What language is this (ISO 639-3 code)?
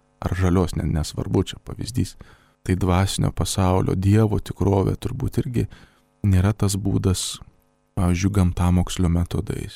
lit